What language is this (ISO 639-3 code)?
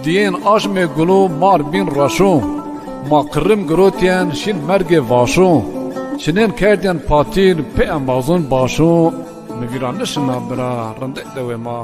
zza